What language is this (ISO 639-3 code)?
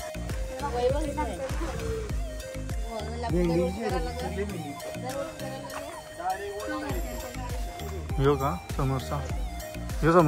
mar